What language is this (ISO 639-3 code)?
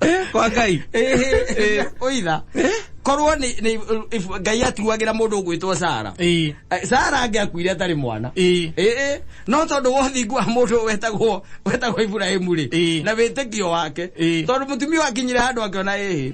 kik